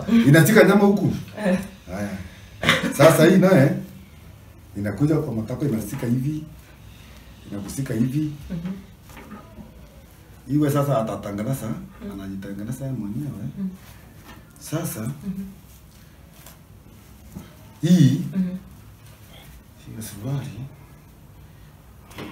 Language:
Swahili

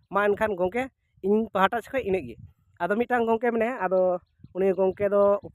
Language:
Santali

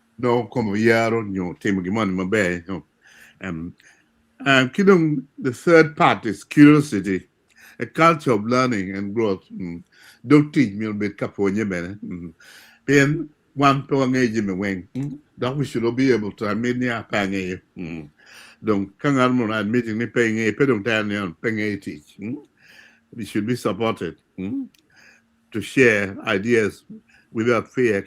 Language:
Acoli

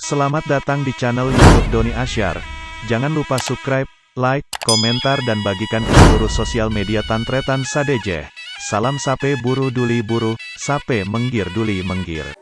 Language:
Madurese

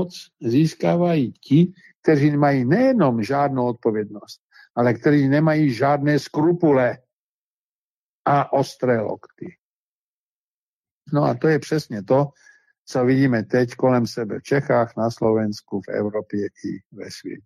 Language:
Czech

